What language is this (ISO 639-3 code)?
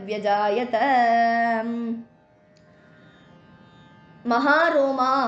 tam